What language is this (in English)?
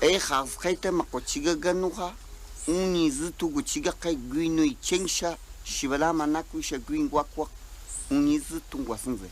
Cogui